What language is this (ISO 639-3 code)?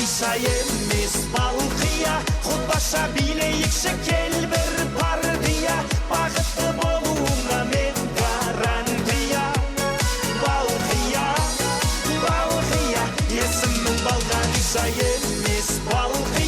kaa